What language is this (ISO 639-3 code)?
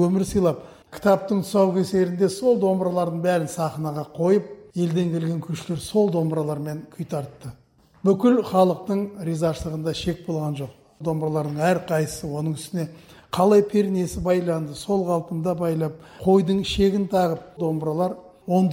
kaz